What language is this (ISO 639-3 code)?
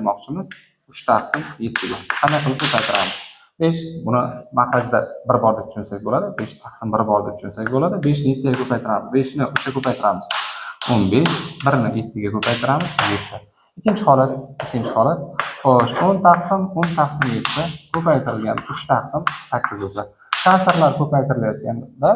uzb